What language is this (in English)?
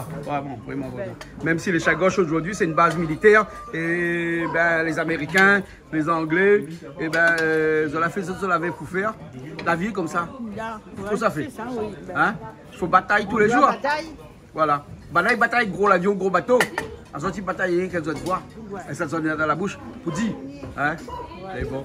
Réunion Creole French